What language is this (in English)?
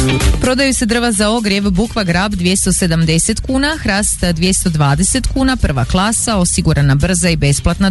Croatian